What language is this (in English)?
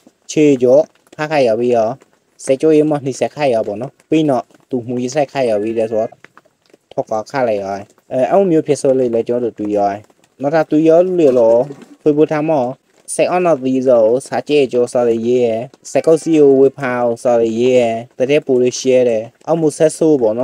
Burmese